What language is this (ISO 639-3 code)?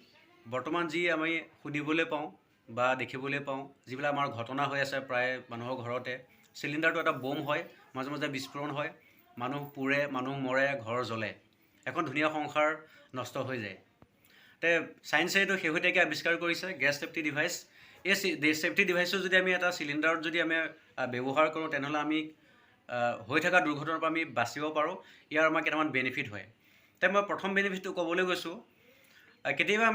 asm